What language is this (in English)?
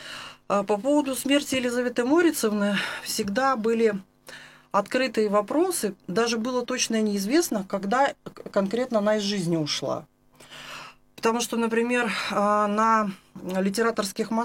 Russian